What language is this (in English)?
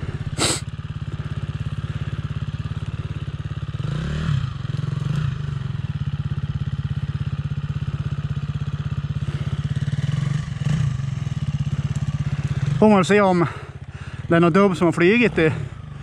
Swedish